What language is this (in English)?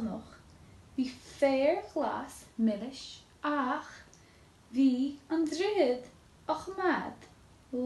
Irish